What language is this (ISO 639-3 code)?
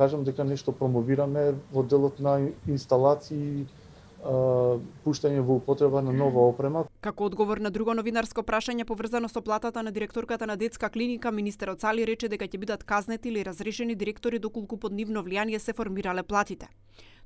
mkd